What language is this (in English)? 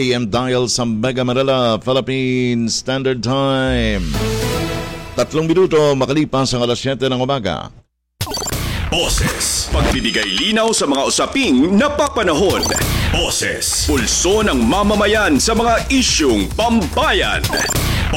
Filipino